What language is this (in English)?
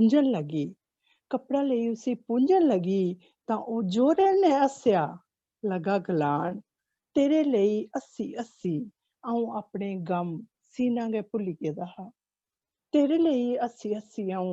Dogri